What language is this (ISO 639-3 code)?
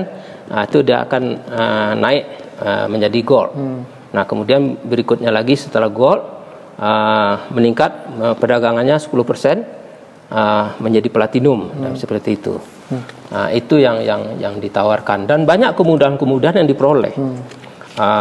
ind